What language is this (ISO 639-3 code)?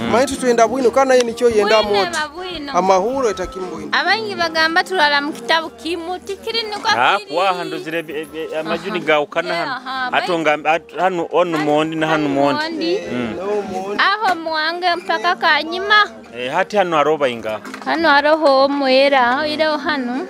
nyo